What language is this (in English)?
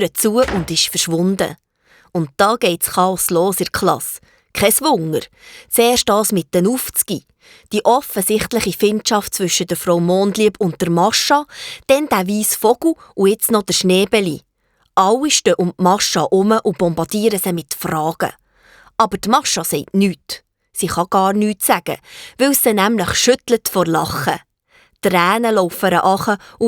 Swiss German